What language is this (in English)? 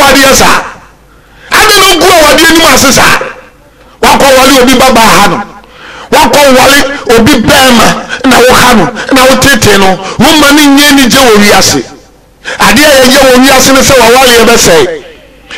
Akan